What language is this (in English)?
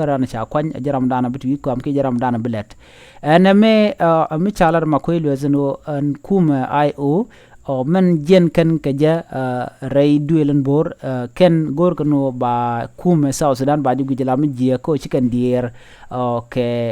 Nuer